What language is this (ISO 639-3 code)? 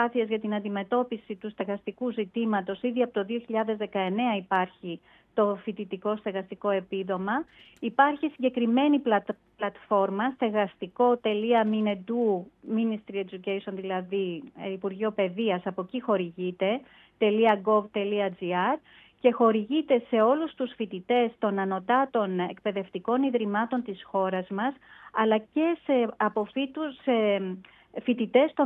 ell